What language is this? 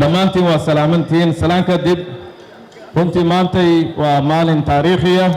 Somali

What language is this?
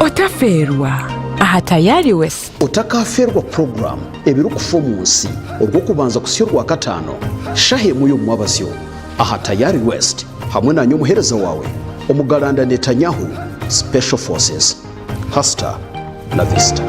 Nyankole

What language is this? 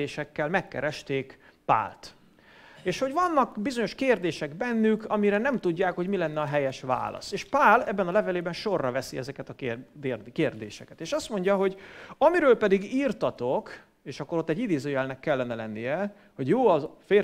Hungarian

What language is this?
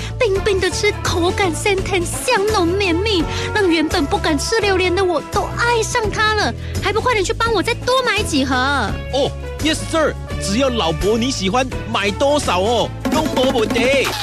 Chinese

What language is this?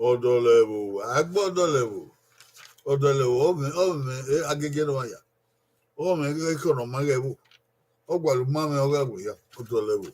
Bini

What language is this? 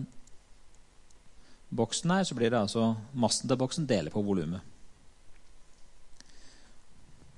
Norwegian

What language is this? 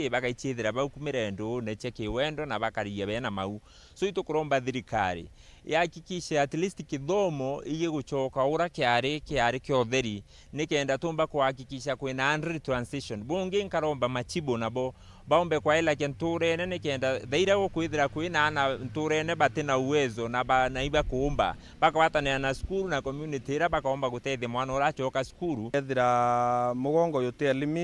Meru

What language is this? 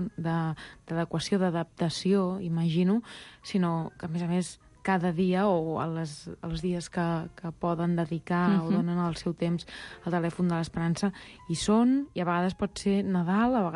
Catalan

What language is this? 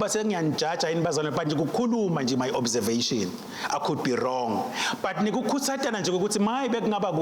Swati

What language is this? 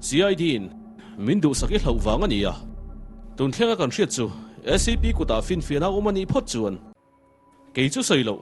Mizo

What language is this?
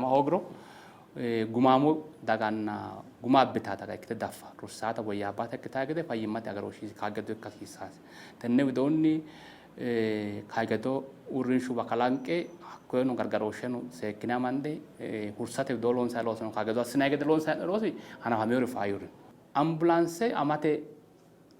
Sidamo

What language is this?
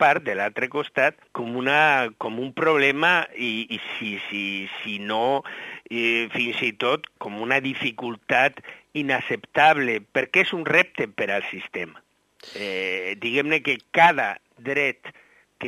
Catalan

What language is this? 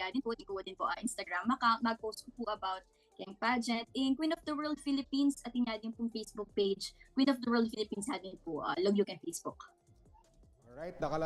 Pampanga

